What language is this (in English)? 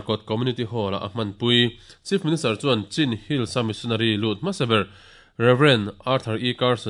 Mizo